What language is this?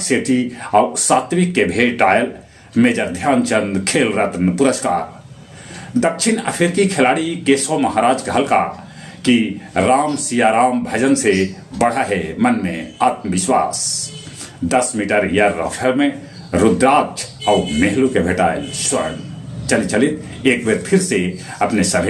Magahi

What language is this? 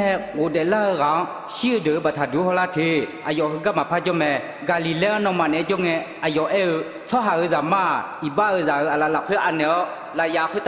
Akha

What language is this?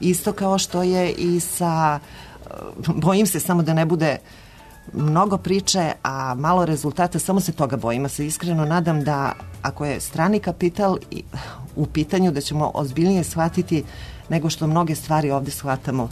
Serbian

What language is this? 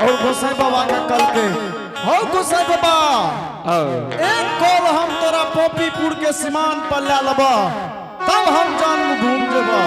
Angika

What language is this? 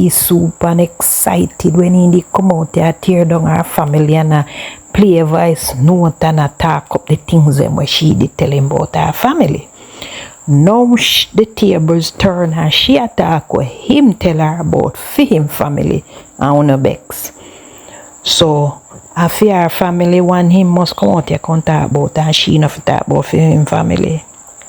Jamaican Creole English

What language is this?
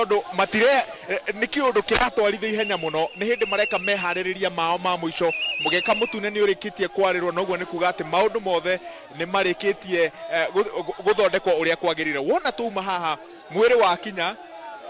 Kikuyu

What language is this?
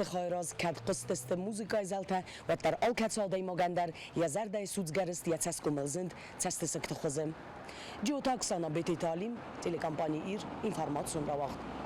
Ossetic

